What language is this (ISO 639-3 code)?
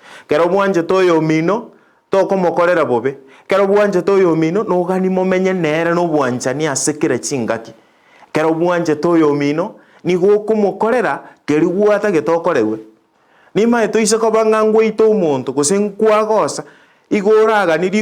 guz